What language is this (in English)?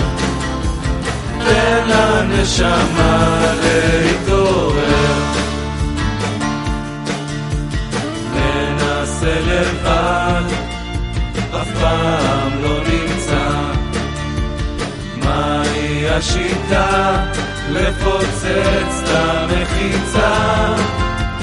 Hebrew